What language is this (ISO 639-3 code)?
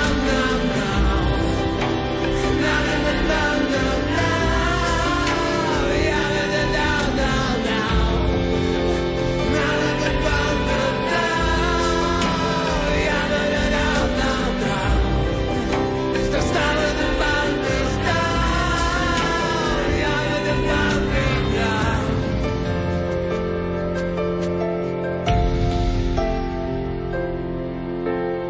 slk